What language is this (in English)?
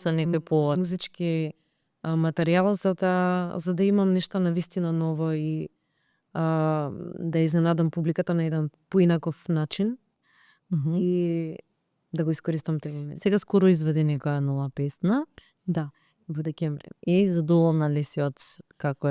Macedonian